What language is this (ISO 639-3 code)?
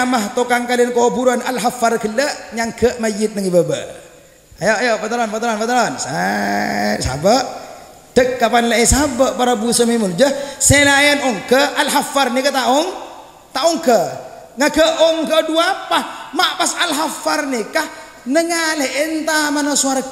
mad